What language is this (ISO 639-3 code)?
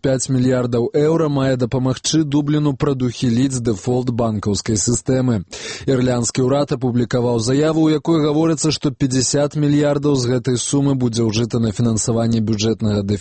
bel